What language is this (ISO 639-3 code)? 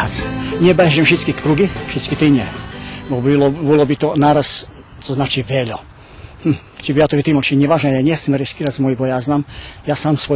rue